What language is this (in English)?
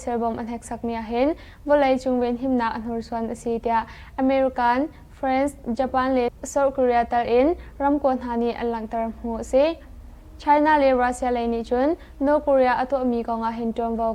Hakha Chin